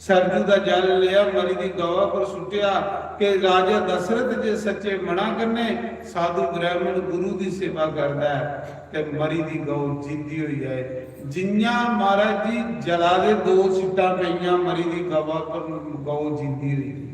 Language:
Dogri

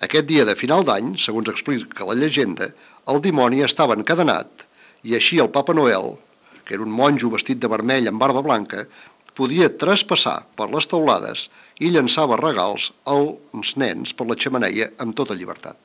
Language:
Catalan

